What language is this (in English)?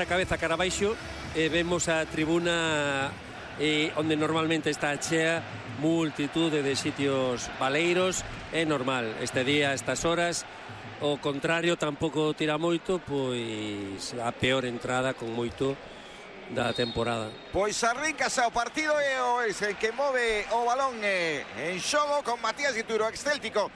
Galician